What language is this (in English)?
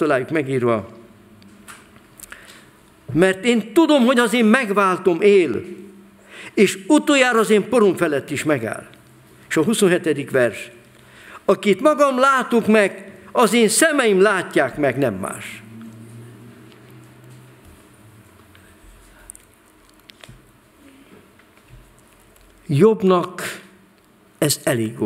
Hungarian